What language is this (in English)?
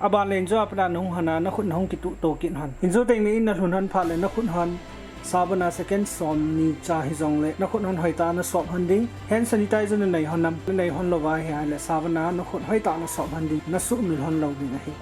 Thado Chin